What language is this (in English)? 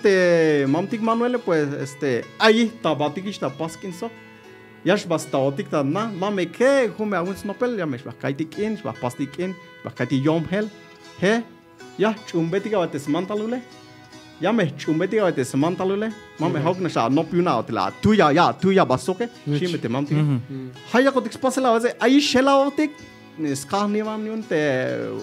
Tzeltal